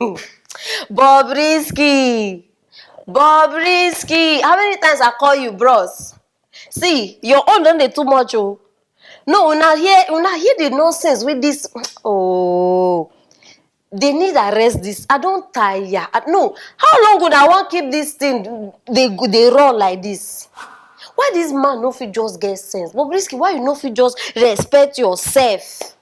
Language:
Nigerian Pidgin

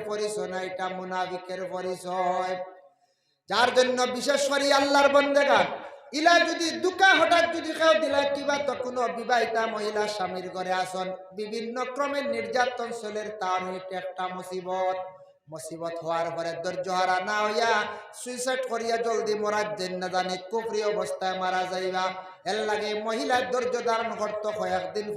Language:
Sylheti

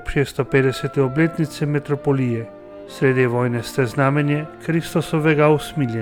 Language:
Slovenian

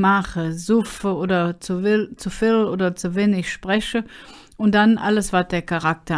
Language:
Colognian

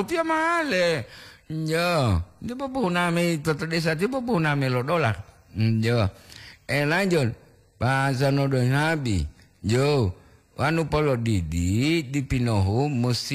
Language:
Gorontalo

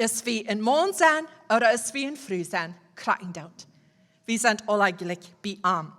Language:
Plautdietsch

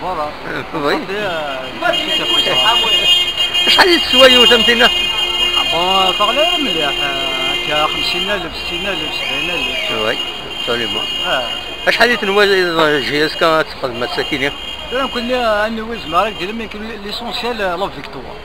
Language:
Kabyle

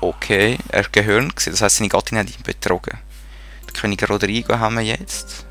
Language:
Swiss German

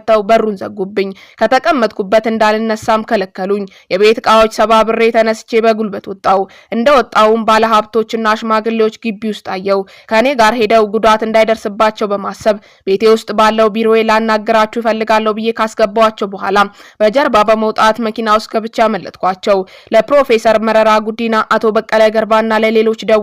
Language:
Amharic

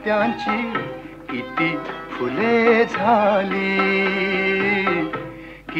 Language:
Marathi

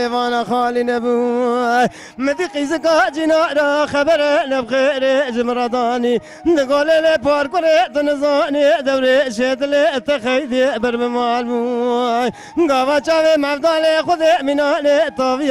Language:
Kurdish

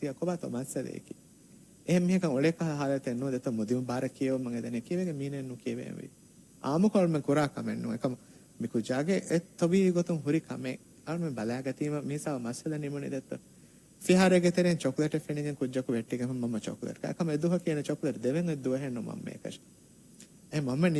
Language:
Divehi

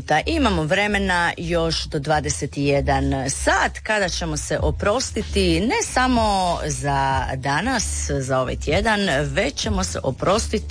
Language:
Croatian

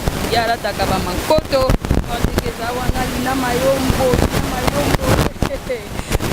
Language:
Lingala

